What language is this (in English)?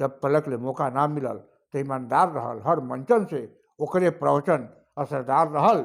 Bhojpuri